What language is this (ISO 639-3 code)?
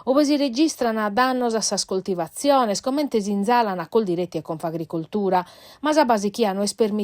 srd